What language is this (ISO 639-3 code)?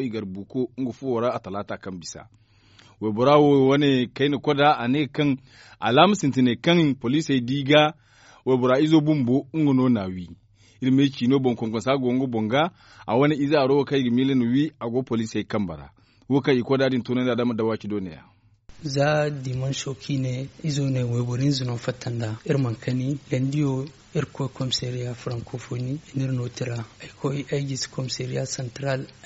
dje